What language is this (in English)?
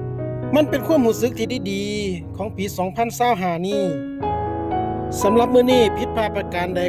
Lao